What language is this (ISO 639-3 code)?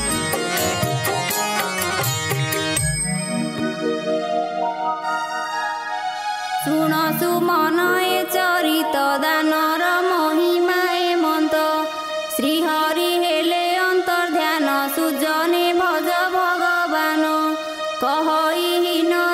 ori